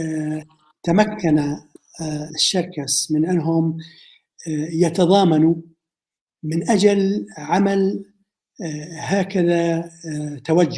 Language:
North Levantine Arabic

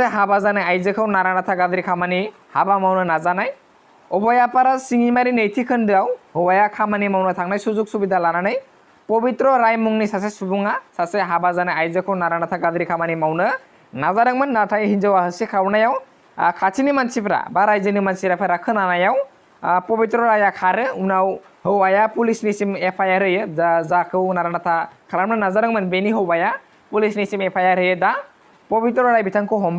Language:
Bodo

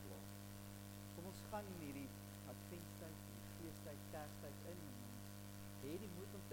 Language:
Afrikaans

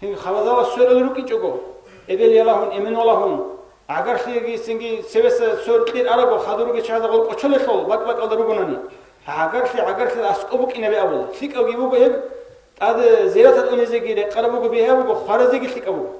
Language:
Avaric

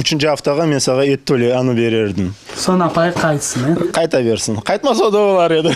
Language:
Crimean Tatar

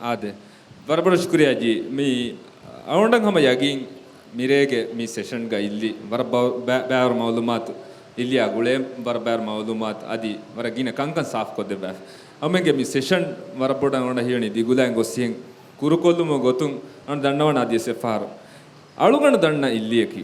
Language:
Divehi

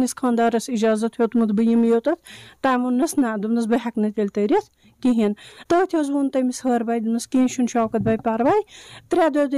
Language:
Kashmiri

